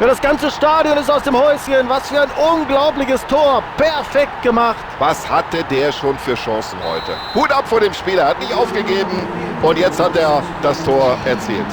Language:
Bavarian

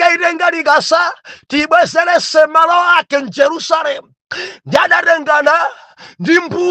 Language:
Nyanja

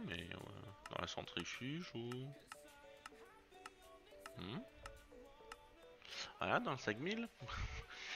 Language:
French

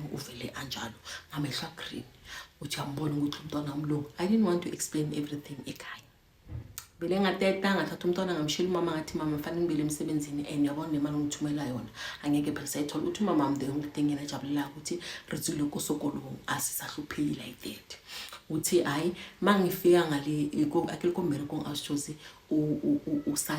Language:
Zulu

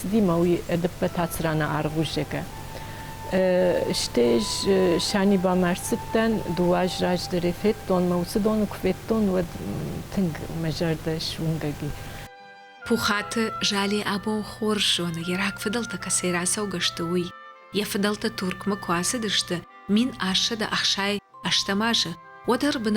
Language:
Ossetic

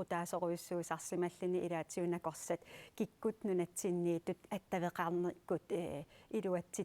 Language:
Kalaallisut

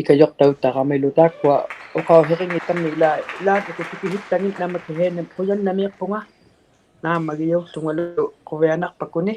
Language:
Inuktitut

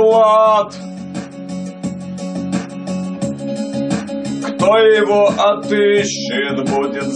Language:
Russian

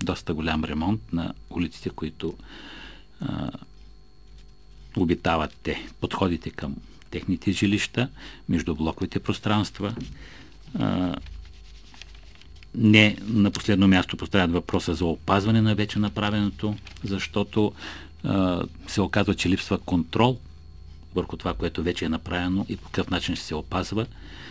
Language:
Bulgarian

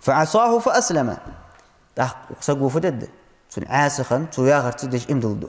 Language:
Ingush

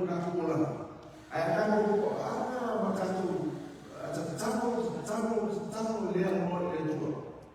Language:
Samoan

